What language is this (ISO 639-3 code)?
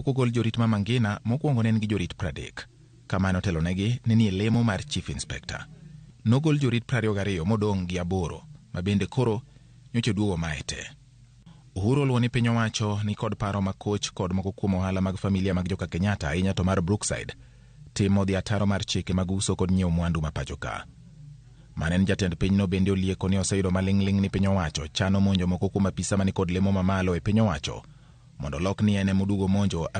luo